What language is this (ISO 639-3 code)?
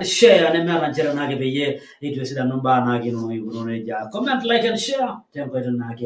mas